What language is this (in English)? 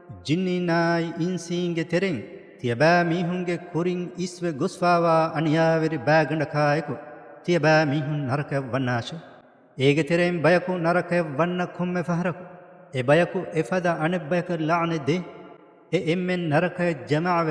Divehi